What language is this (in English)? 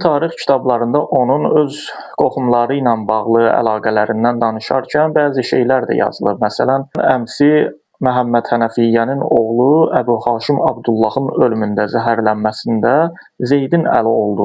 Azerbaijani